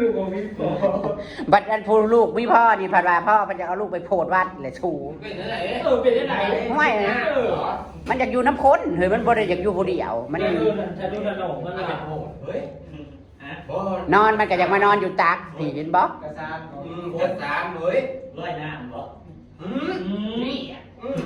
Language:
Northeastern Thai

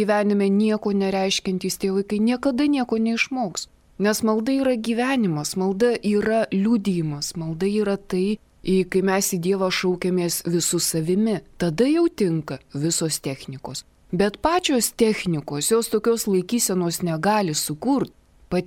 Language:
Lithuanian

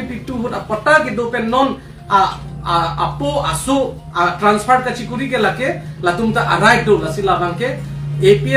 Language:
Karbi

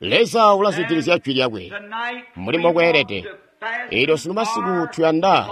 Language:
Tonga (Zambia)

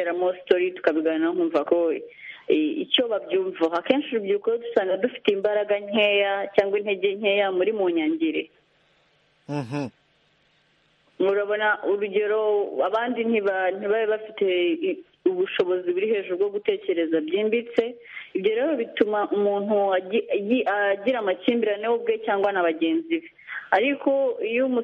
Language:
Kinyarwanda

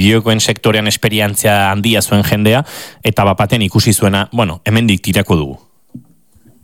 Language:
Basque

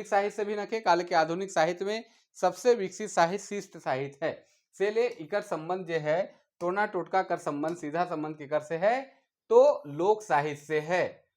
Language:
Sadri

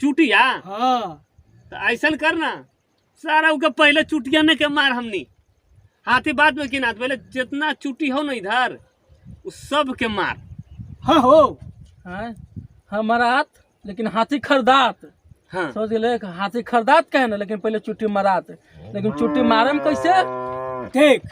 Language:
Magahi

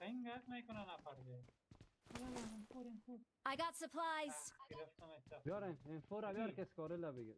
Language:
Persian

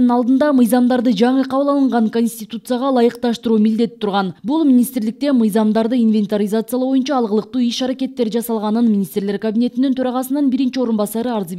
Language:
Kyrgyz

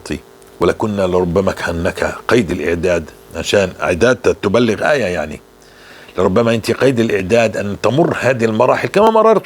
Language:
North Levantine Arabic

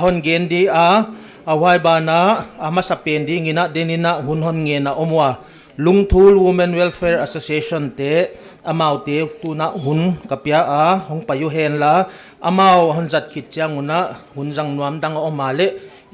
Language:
Paite Chin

